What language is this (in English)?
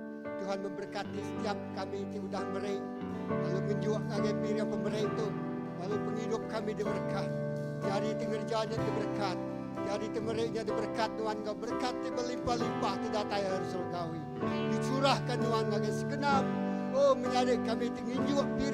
Iban